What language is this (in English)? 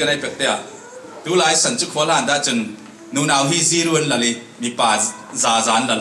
Falam Chin